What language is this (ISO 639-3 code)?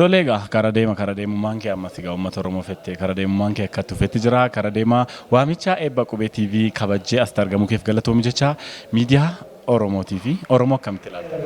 orm